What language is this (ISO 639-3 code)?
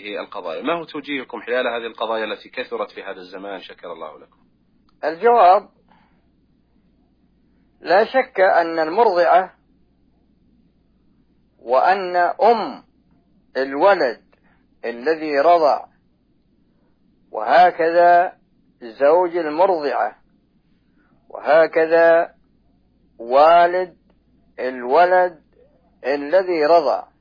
ara